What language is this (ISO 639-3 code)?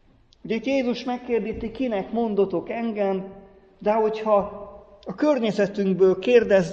hun